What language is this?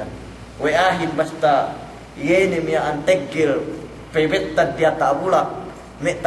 Yakan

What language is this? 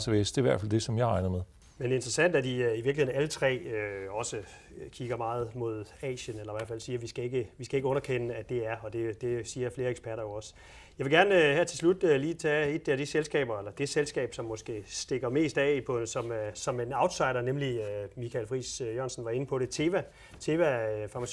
Danish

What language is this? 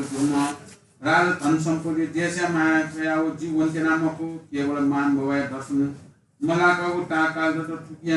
Newari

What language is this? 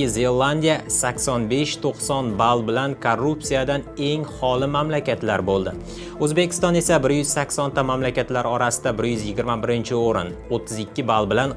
Uzbek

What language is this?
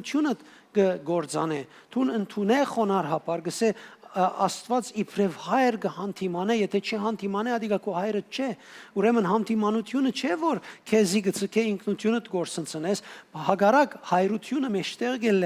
Western Armenian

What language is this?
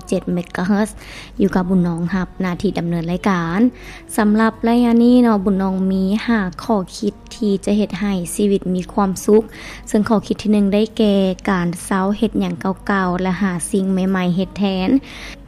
Lao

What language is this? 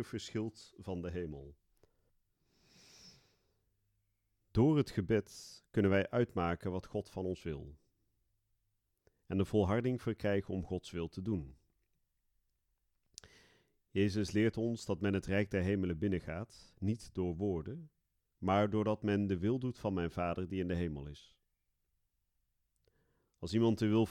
Dutch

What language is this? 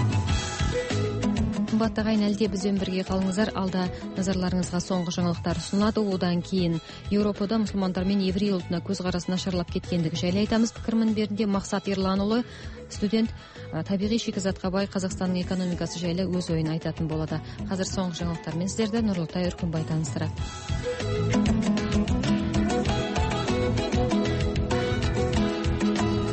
Kazakh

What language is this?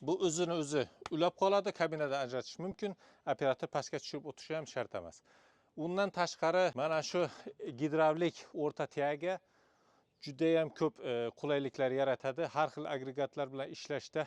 Uzbek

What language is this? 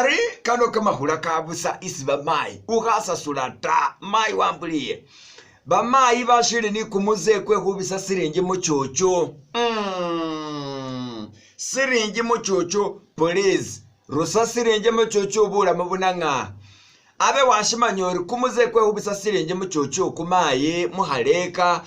Masaaba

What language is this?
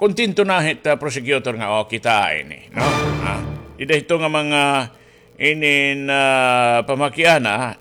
Waray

